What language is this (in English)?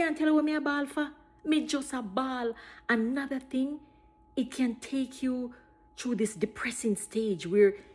Jamaican Creole English